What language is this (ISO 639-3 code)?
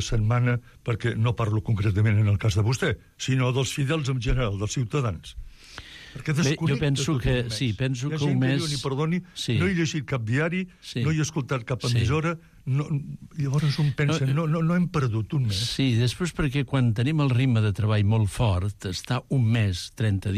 cat